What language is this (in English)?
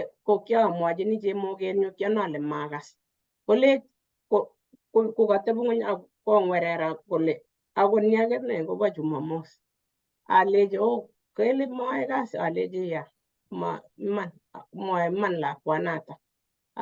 Kalenjin